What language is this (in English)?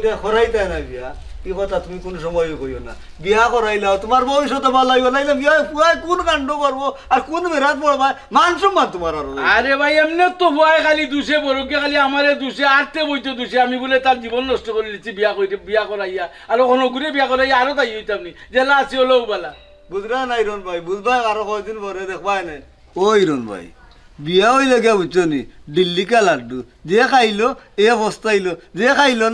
Sylheti